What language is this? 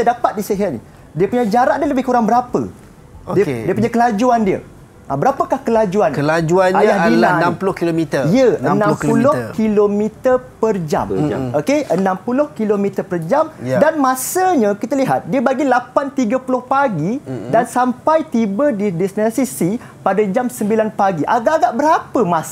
Malay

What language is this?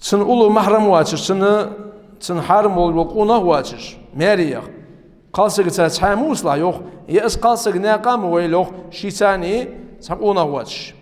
Ingush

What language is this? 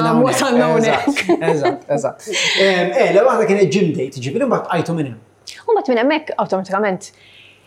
Maltese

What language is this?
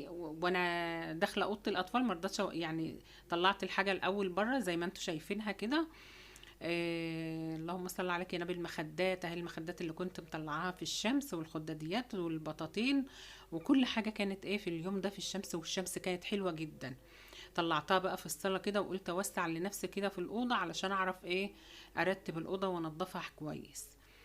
Egyptian Arabic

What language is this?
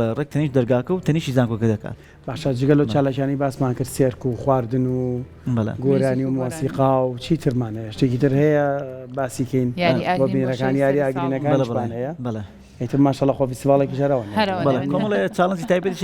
Central Kurdish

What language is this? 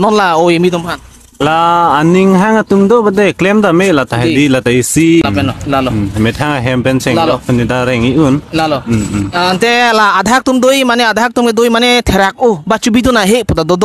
Karbi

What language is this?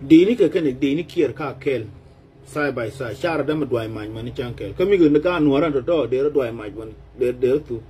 Nuer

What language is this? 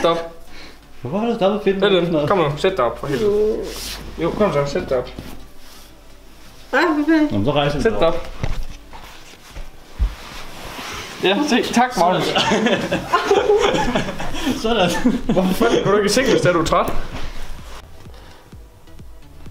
Danish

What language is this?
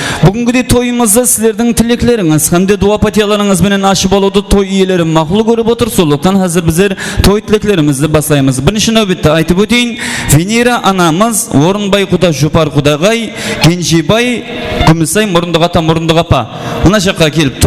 Kara-Kalpak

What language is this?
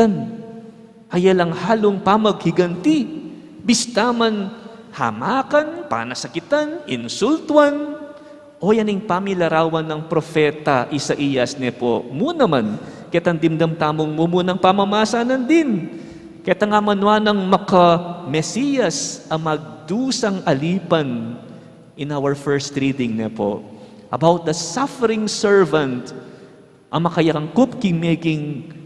Pampanga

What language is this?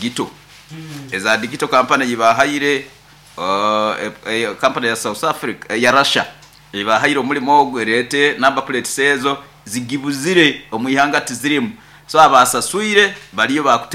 Nyoro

